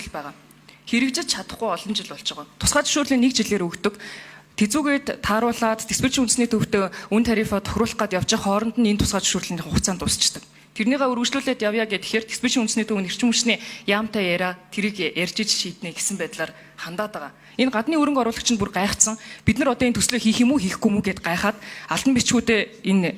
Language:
Mongolian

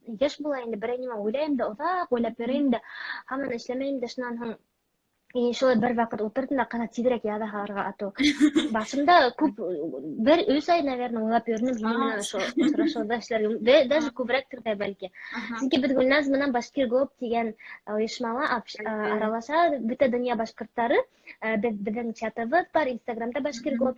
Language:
Bashkir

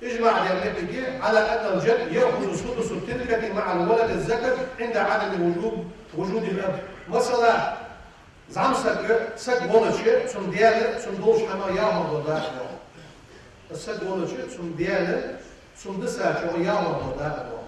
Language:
Ingush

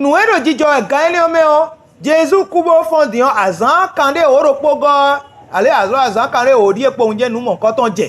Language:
Fon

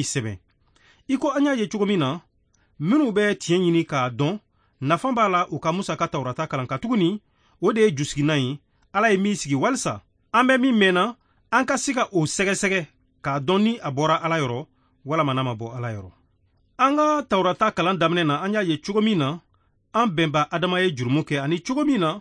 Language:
Bambara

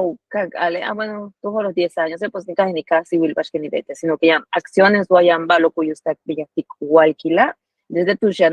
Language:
Yucateco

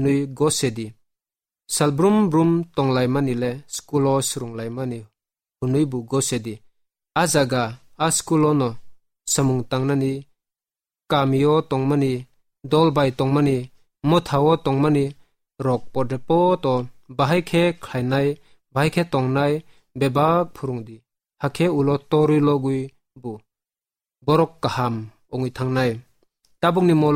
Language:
Kok Borok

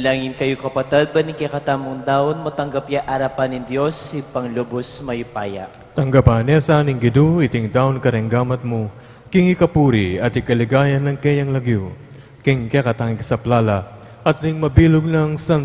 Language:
Pampanga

